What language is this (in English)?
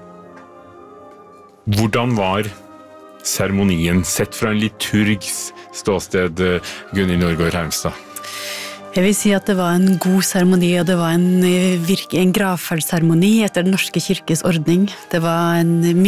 Norwegian